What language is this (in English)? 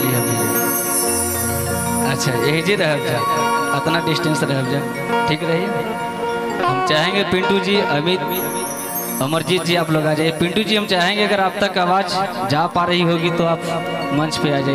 Bhojpuri